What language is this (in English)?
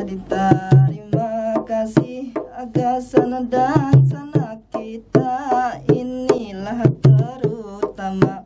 Banjar